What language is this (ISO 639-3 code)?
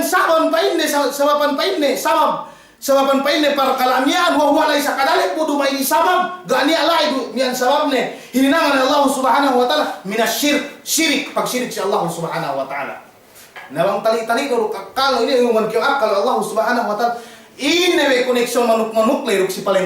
yka